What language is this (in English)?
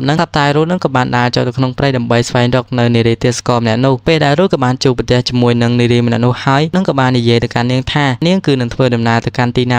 Khmer